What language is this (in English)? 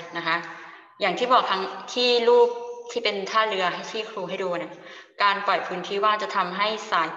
Thai